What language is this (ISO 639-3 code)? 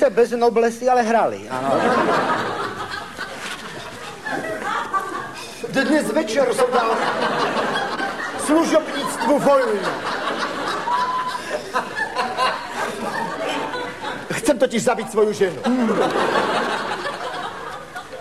slk